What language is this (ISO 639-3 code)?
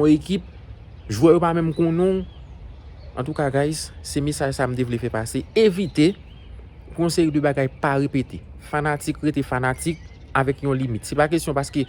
hat